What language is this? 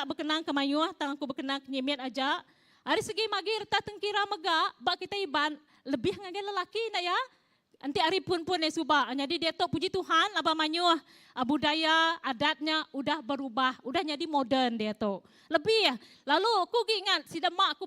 Iban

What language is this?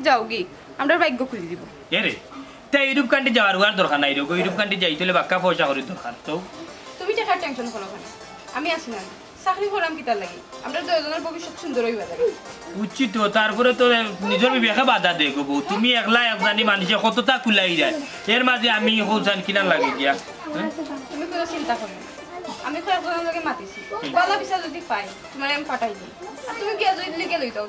Sylheti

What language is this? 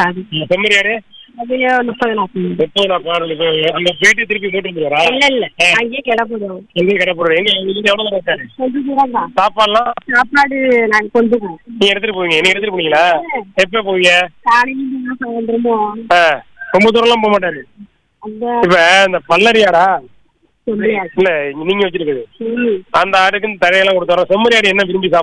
Tamil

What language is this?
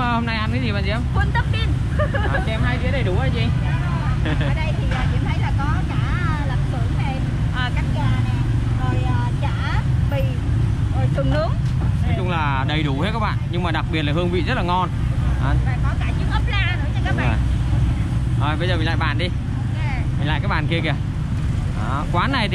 Vietnamese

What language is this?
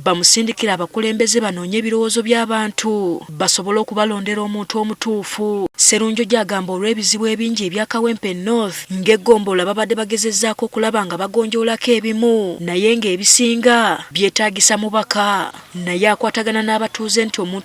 Ganda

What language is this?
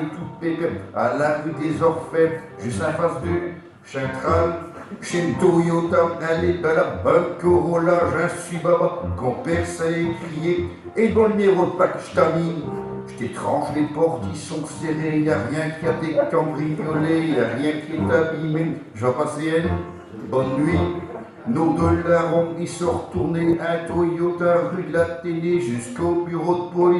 Picard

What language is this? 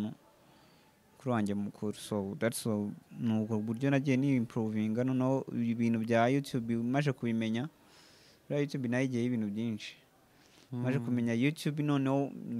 Kinyarwanda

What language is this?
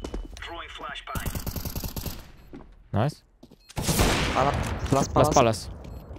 Romanian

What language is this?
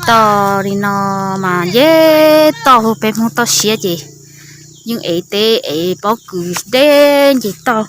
Hmong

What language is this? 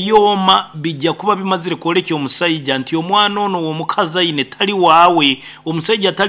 Nyankole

